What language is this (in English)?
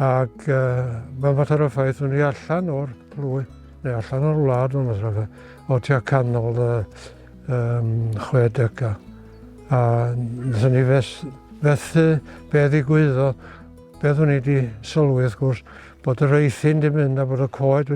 Welsh